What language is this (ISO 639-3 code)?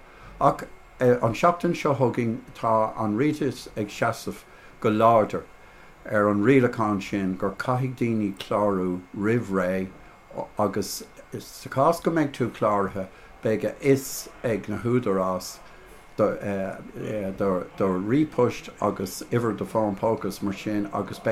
gle